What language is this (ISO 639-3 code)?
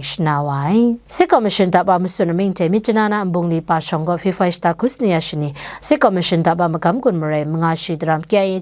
kac